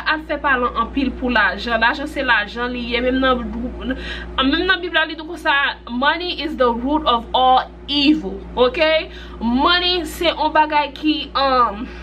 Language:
Haitian Creole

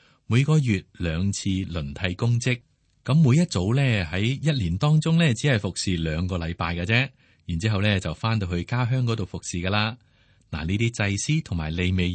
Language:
Cantonese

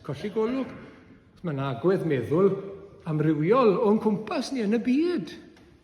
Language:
Welsh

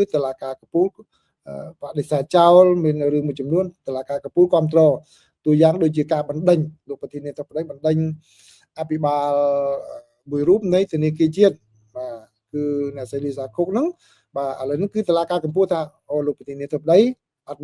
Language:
Khmer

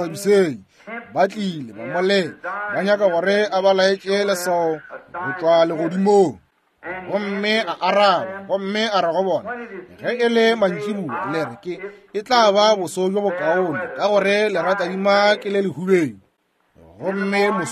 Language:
Northern Sotho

